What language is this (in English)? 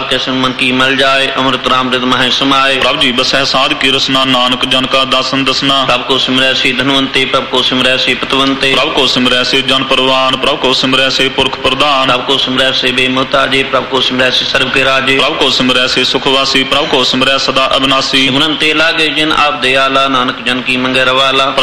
Punjabi